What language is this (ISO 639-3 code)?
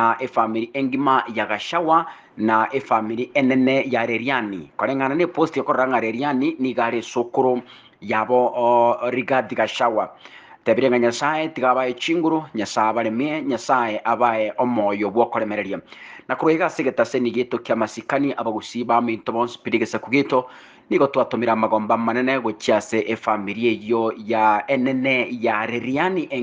guz